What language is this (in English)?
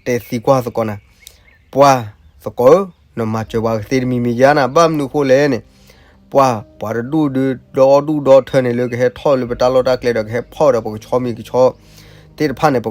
S'gaw Karen